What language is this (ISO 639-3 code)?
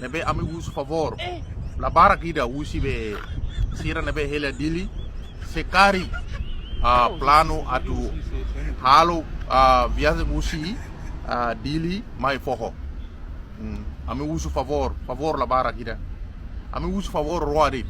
tet